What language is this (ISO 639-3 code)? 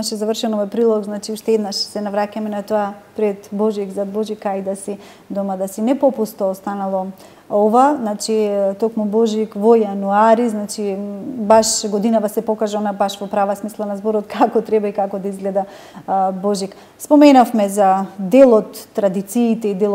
mkd